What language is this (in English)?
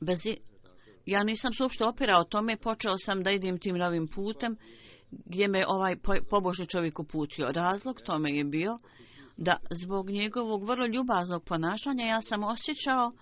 Bosnian